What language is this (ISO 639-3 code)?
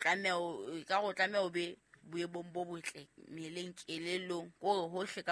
sot